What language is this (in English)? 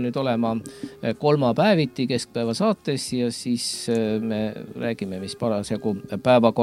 Estonian